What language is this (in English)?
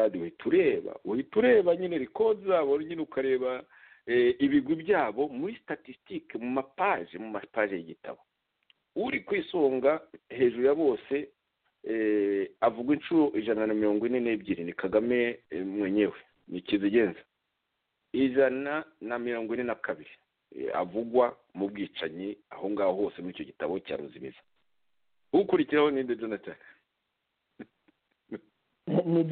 Kinyarwanda